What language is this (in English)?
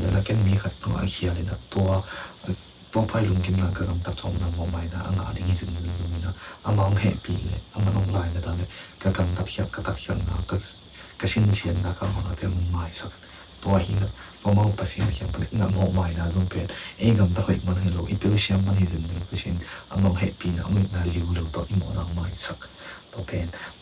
Tedim Chin